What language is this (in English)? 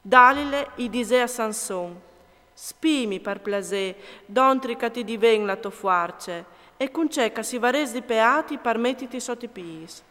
Friulian